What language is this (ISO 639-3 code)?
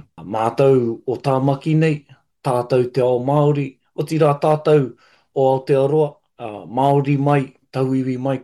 mri